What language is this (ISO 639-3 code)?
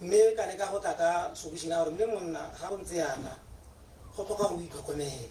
tsn